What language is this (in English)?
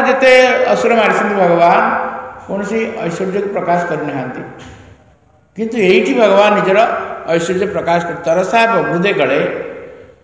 Odia